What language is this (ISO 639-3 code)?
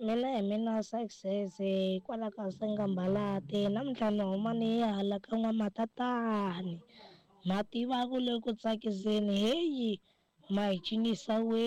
tso